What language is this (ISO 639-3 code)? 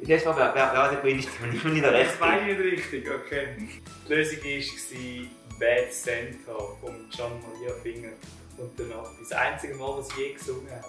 gsw